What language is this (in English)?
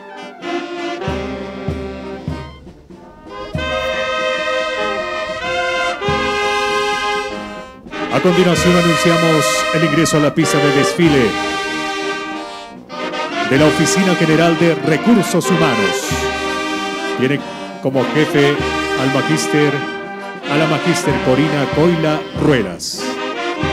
Spanish